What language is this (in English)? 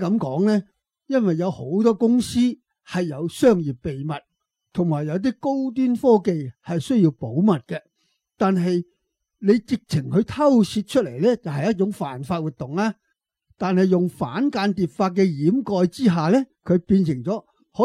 Cantonese